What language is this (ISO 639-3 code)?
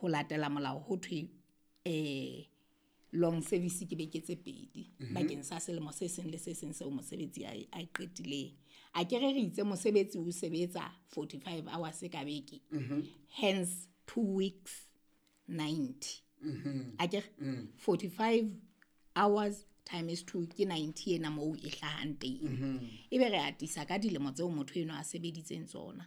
sot